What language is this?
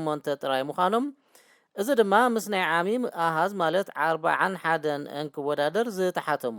Tigrinya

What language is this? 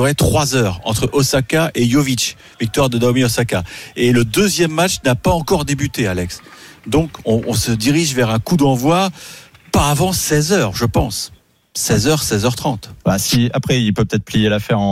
French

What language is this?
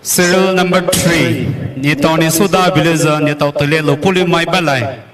Poumei Naga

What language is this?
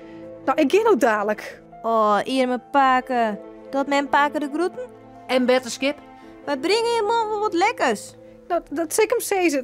Western Frisian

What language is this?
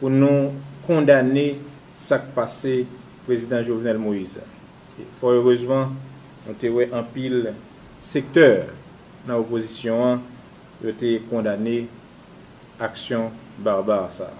Haitian Creole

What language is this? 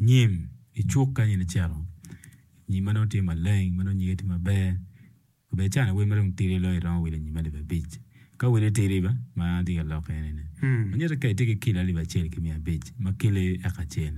Acoli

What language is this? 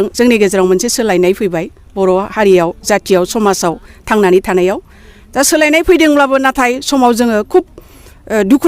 Bodo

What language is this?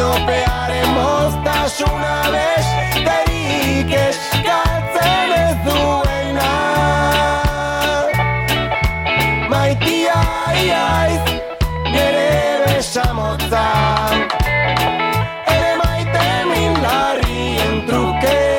Basque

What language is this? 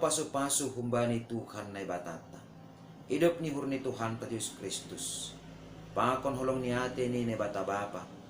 Batak Simalungun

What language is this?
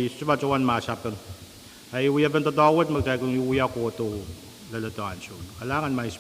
Pohnpeian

